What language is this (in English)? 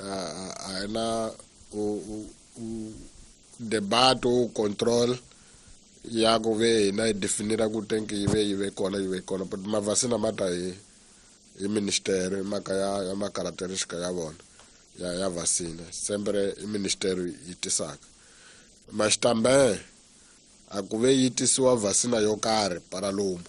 Tsonga